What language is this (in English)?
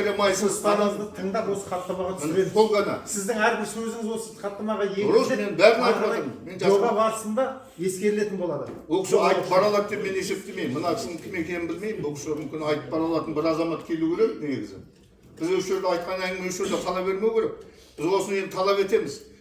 Kazakh